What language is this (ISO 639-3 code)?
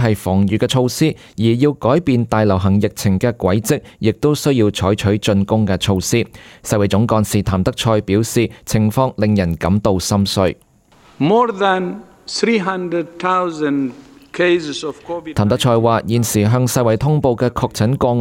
yue